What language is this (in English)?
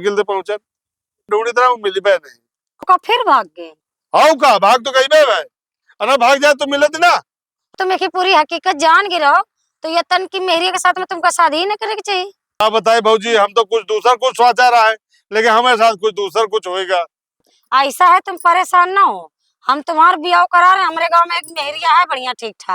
Awadhi